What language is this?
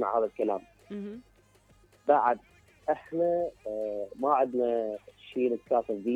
Mesopotamian Arabic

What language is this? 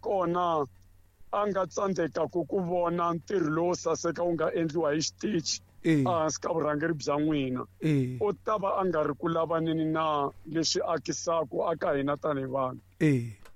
Tsonga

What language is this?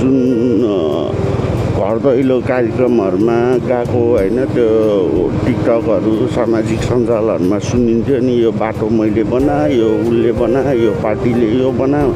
Nepali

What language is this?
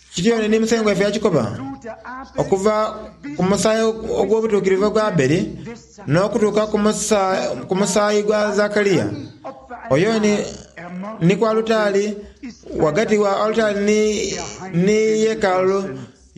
Soga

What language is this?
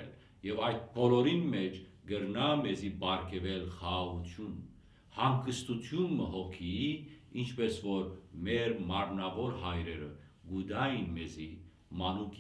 Western Armenian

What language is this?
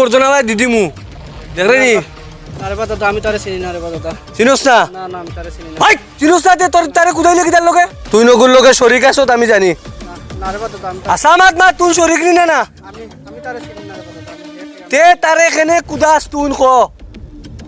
Sylheti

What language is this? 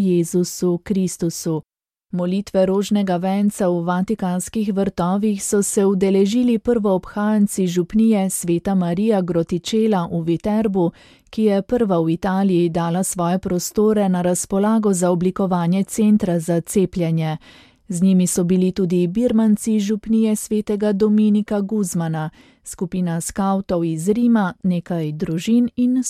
Slovenian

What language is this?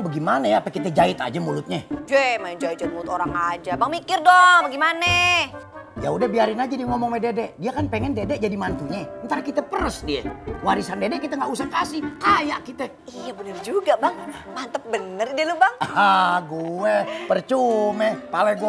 Indonesian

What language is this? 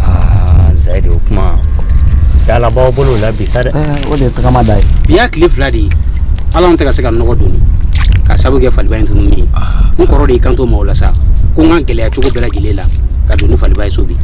Bambara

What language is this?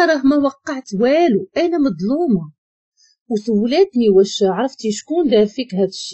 Moroccan Arabic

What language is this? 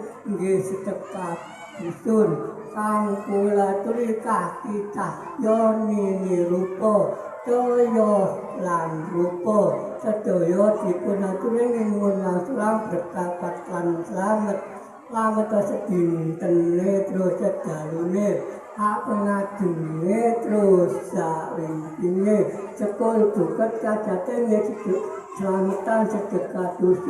Javanese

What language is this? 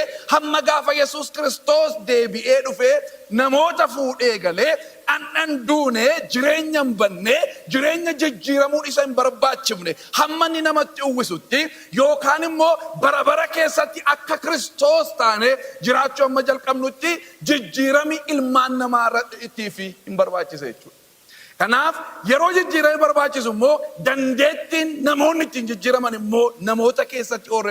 Oromo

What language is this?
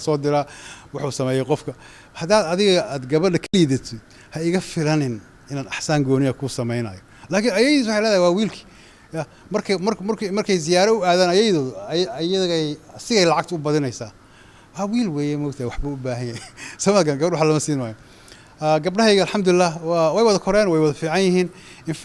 Somali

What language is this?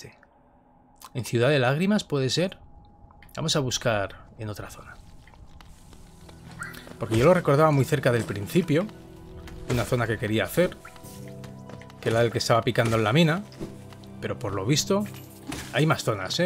Spanish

